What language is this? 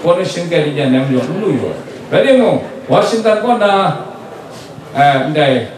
Kachin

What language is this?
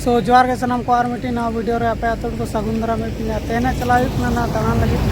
Santali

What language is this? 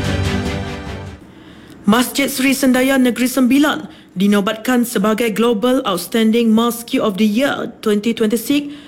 Malay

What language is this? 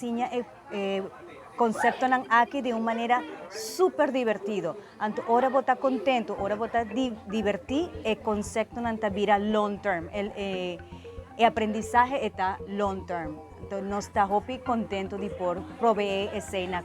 Papiamento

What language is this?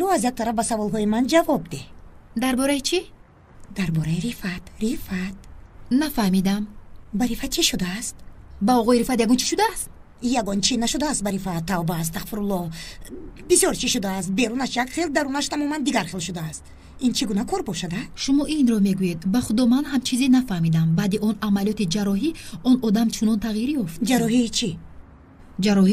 Tajik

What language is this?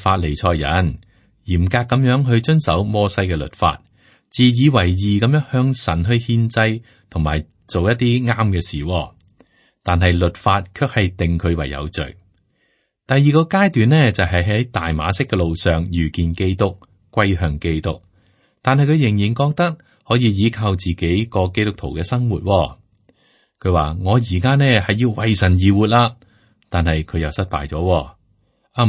Cantonese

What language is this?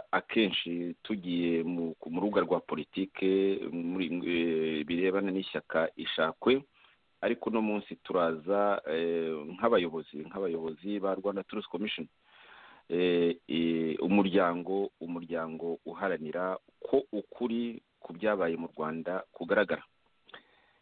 Kinyarwanda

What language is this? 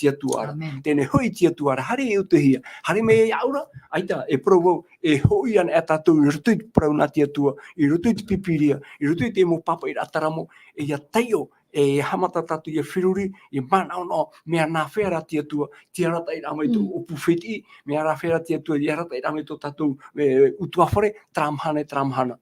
Tahitian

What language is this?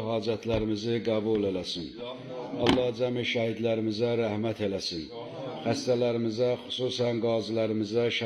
Azerbaijani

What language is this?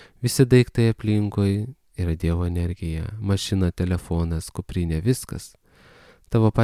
Lithuanian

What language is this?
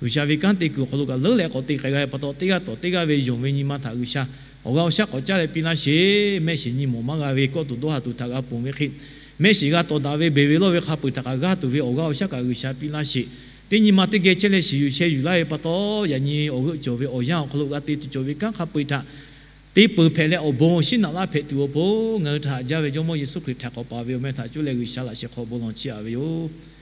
Lahu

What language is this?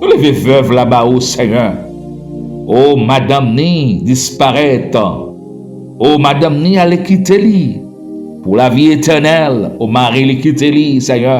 Haitian Creole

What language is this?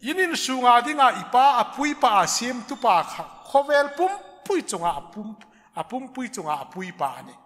Hmar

